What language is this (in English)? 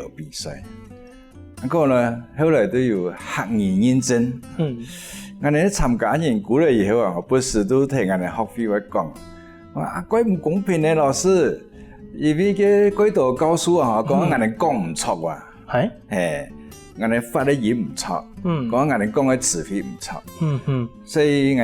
Hakka Chinese